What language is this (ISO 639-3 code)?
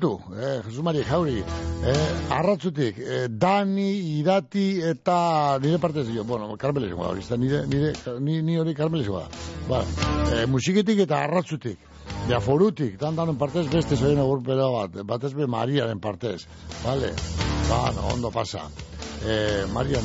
eus